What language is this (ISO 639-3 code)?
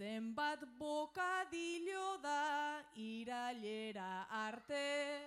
eus